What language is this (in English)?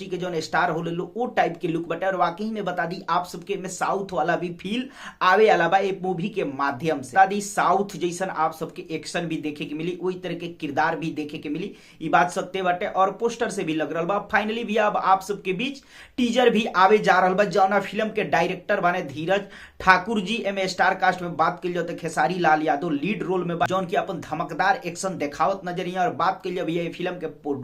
Bhojpuri